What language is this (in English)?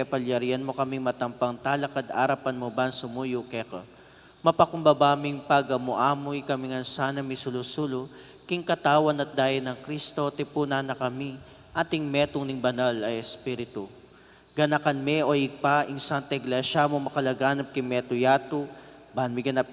Pampanga